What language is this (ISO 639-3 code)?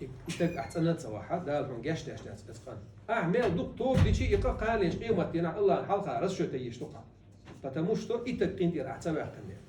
che